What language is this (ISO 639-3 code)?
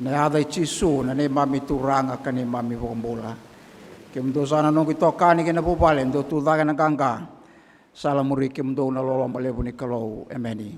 fij